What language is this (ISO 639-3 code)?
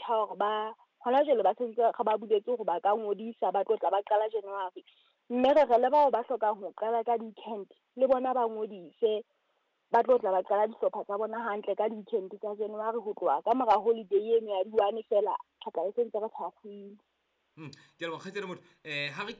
sot